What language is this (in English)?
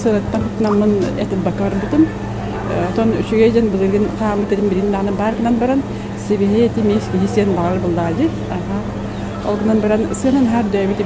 Yakut